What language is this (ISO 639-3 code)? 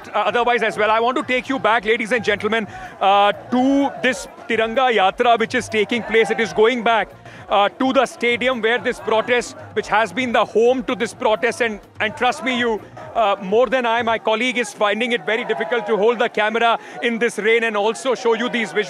eng